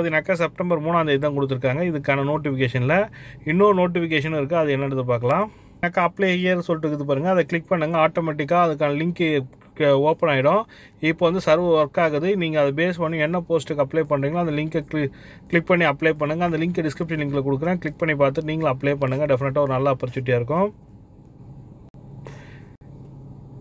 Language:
Tamil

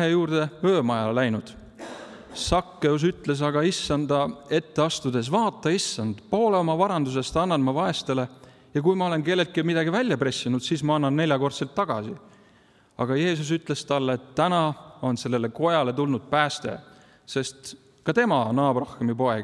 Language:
Estonian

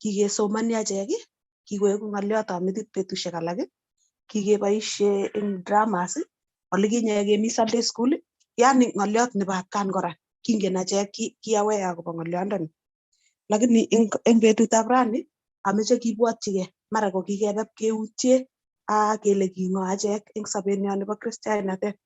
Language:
Kalenjin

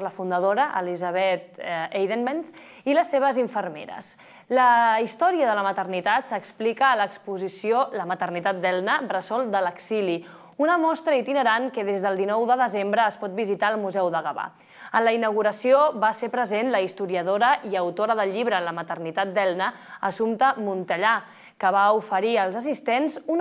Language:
Catalan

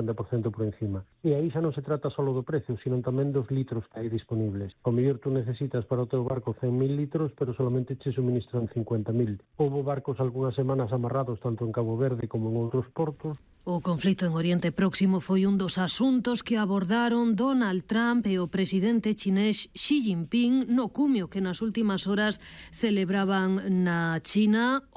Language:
Galician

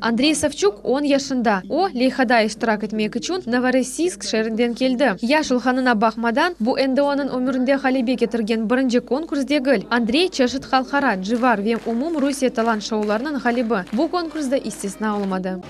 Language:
Crimean Tatar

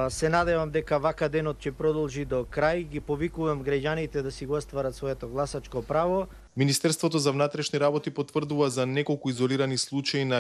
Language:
Macedonian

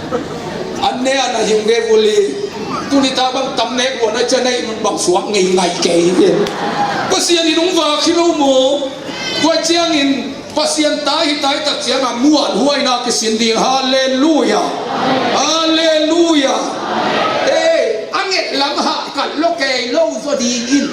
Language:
Tedim Chin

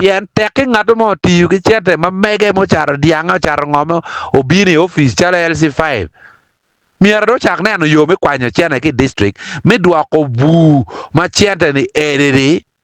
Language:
Acoli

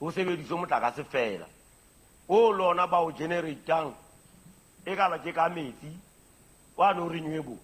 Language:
Southern Sotho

